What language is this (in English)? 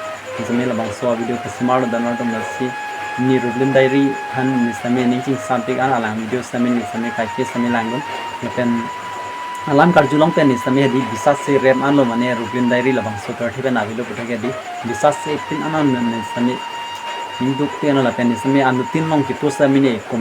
Karbi